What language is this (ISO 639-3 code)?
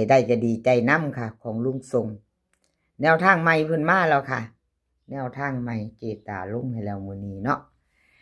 tts